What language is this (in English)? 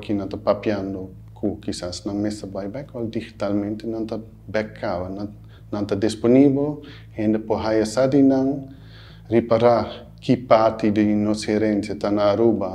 Papiamento